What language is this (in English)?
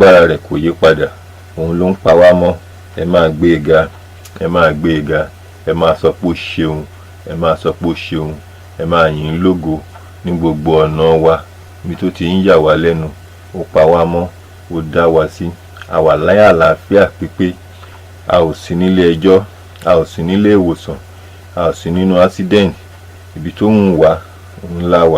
Yoruba